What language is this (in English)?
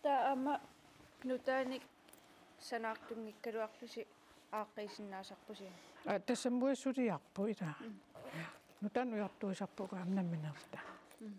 Kalaallisut